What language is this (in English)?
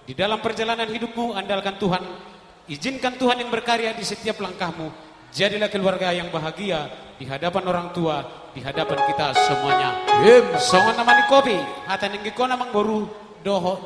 Batak Toba